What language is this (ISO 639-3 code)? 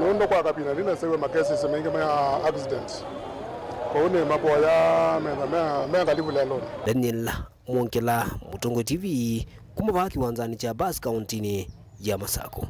kam